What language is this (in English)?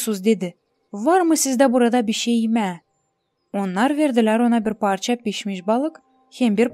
Gagauz